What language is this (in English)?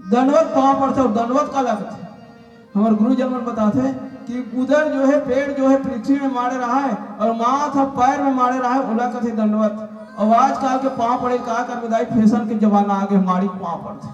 Chhattisgarhi